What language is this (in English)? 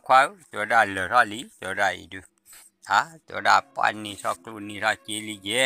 S'gaw Karen